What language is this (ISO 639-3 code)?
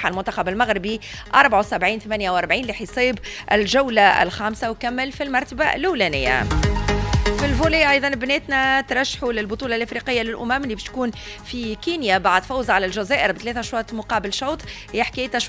aeb